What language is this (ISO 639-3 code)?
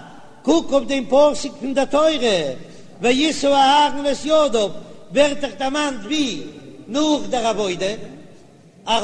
yid